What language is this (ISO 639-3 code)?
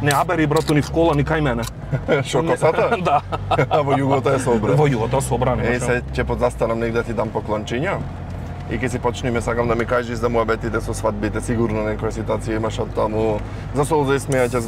mkd